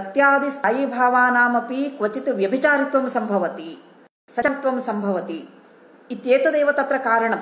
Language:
Sanskrit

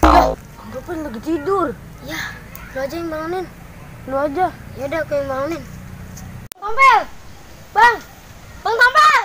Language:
Betawi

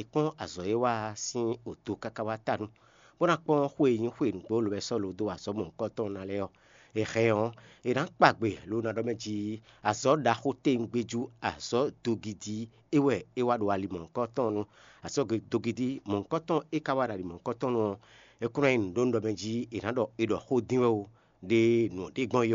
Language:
Fon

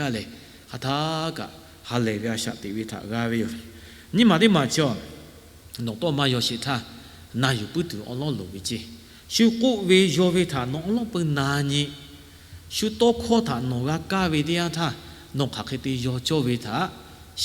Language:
Lahu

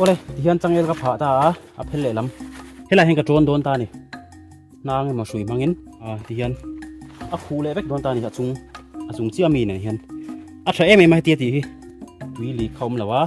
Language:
Mizo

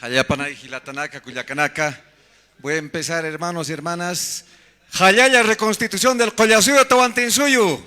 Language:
Aymara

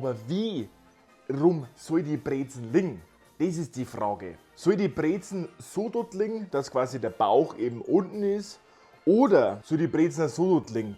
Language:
Bavarian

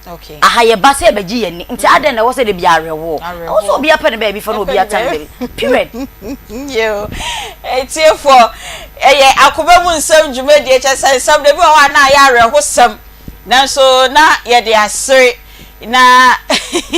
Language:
Akan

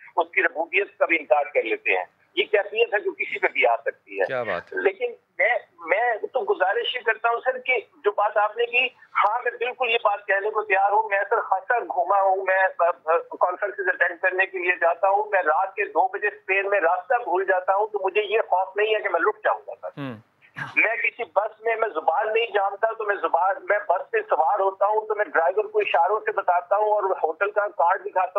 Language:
Urdu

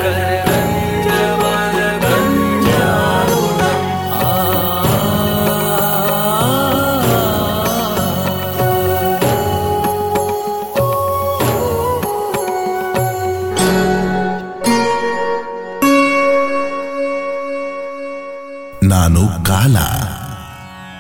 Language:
Kannada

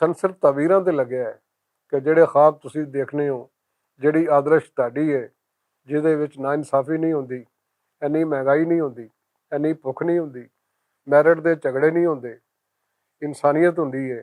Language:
Western Panjabi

